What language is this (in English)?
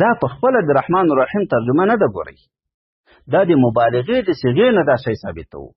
Pashto